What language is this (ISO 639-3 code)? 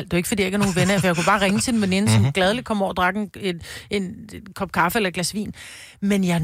dan